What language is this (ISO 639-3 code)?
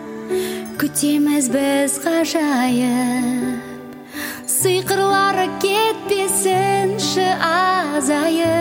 kaz